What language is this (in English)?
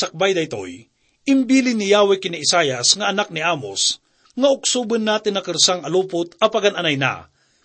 Iloko